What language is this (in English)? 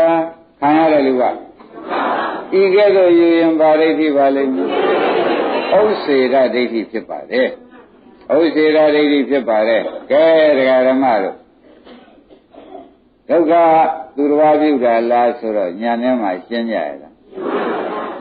Burmese